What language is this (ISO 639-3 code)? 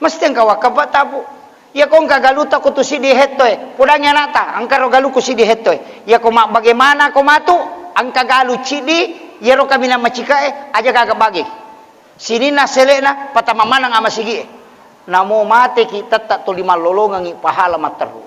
bug